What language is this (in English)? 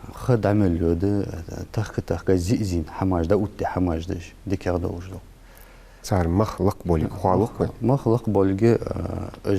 Ingush